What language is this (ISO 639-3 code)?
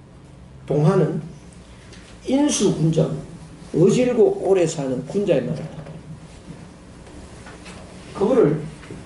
kor